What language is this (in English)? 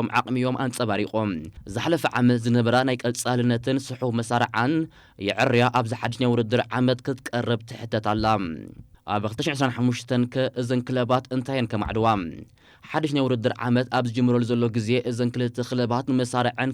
Tigrinya